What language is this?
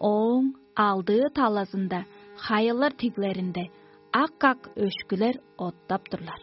Tuvinian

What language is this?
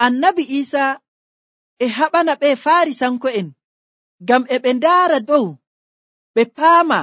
Nigerian Fulfulde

